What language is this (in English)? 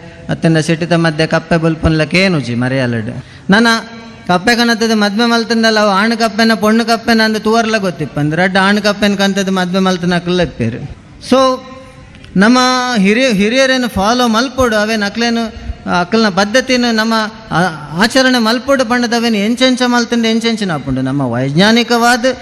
Tulu